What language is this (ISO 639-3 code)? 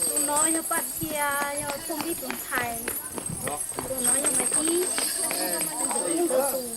hmn